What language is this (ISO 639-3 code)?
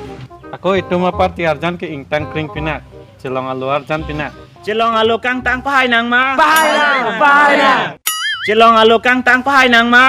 mjw